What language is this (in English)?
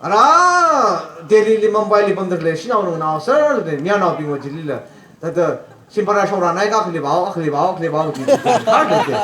Tangkhul Naga (India)